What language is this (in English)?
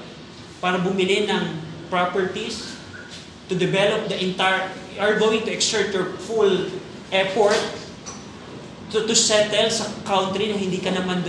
Filipino